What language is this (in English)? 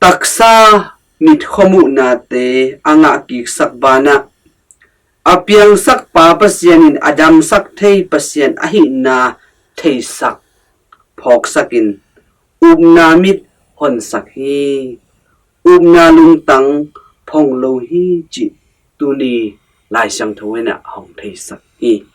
Tedim Chin